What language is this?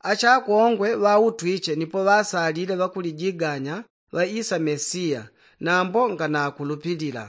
Yao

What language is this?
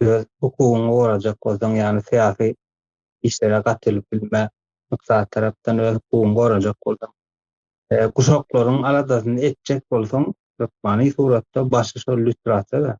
Turkmen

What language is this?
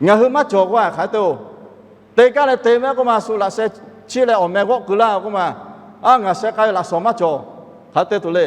Lahu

